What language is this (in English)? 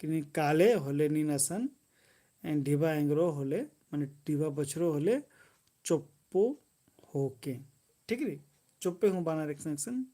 Kurukh